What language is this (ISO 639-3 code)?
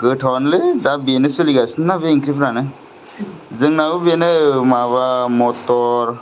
brx